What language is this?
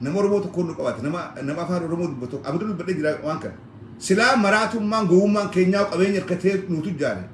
Oromo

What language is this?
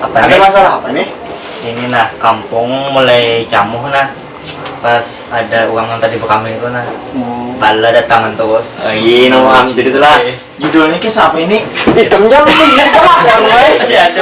Banjar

